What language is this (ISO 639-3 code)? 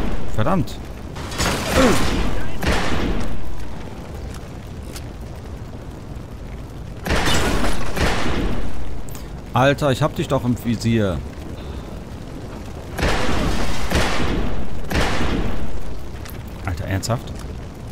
deu